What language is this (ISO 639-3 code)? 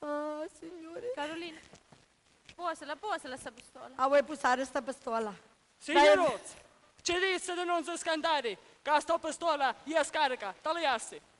scn